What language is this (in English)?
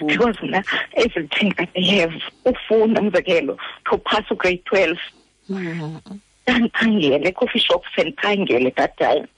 Xhosa